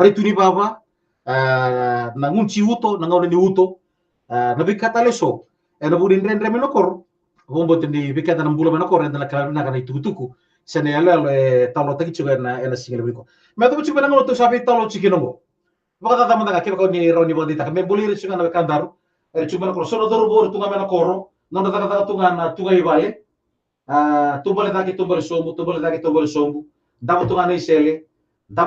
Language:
Fijian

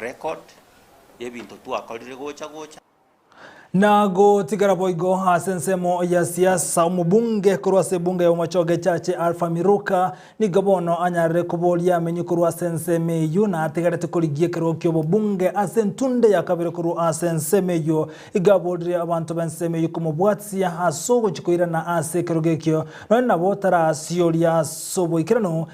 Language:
Gusii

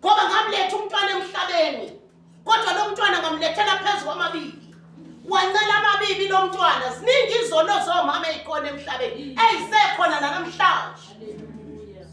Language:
Zulu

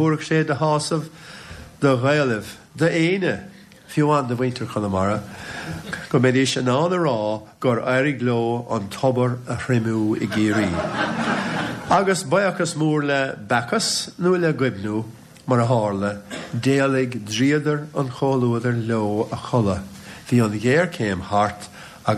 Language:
Irish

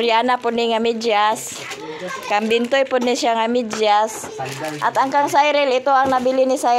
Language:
Cebuano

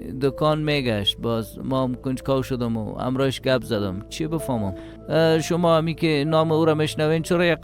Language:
Persian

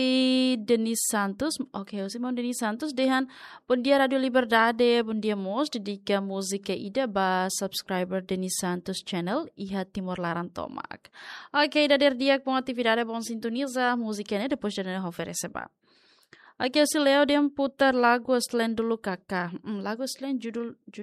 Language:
Tetum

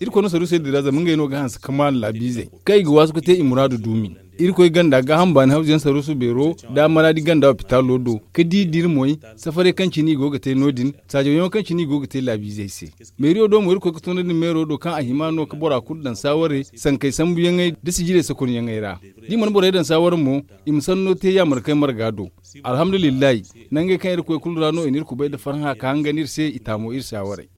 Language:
Zarma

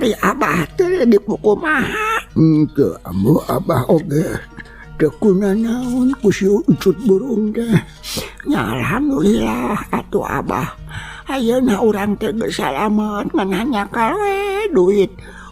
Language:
Sundanese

